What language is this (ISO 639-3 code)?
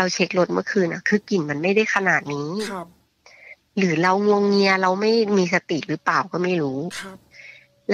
tha